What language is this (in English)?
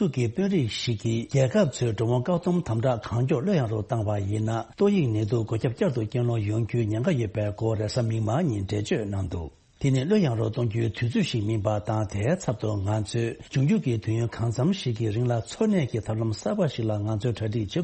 Tibetan